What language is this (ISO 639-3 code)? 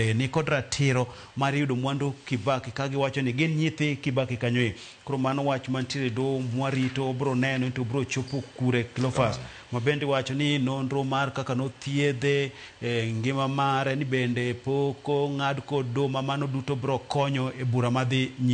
luo